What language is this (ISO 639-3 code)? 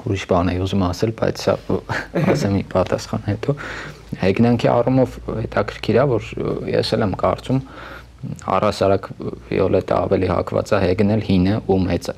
hye